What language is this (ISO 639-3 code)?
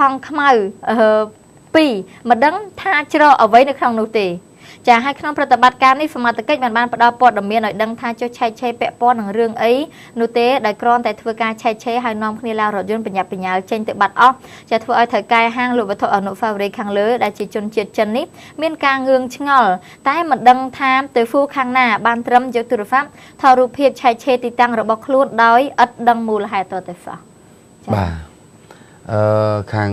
khm